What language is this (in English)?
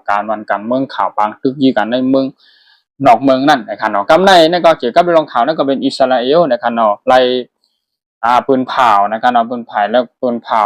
Shan